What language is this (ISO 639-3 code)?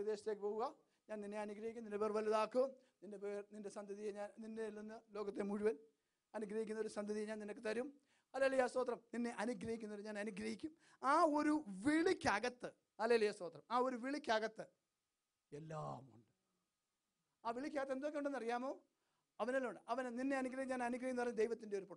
mal